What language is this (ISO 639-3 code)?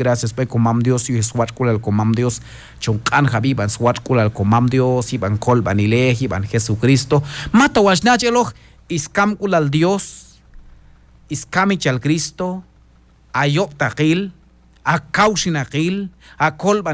kjb